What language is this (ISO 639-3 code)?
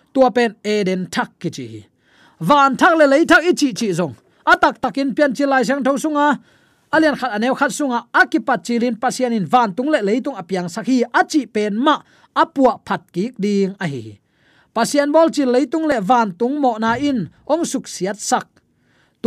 ctd